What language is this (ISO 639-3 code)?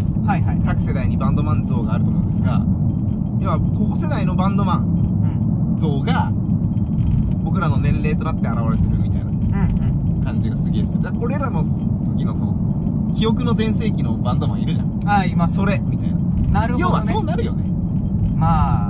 jpn